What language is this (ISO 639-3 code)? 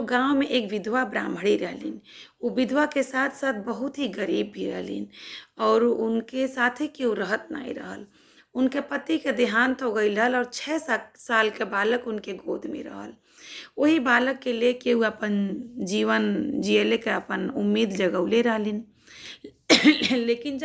bho